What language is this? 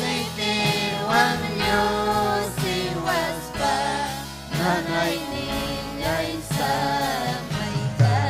Ayacucho Quechua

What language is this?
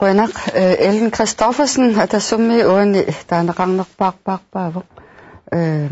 Kalaallisut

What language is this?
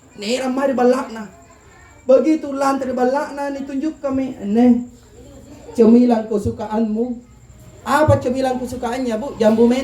Makasar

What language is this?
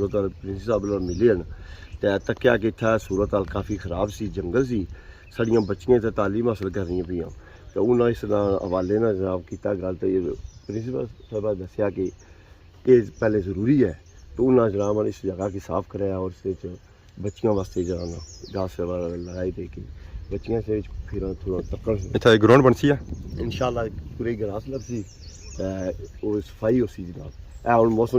Pahari-Potwari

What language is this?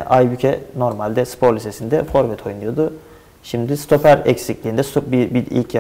Turkish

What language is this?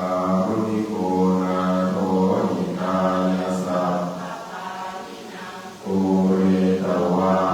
Pali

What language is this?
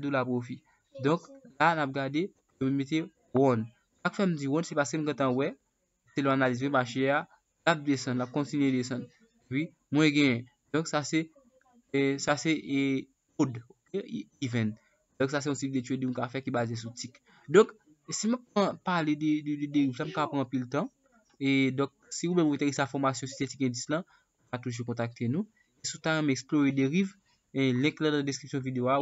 Haitian Creole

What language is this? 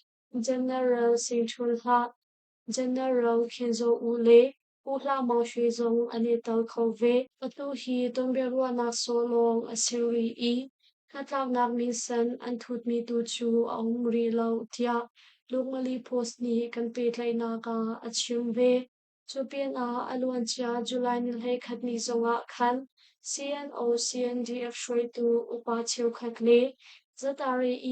Hakha Chin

